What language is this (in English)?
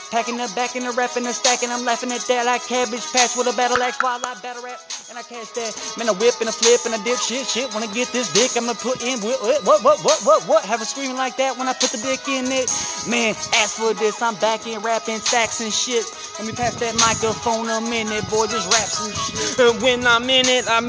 English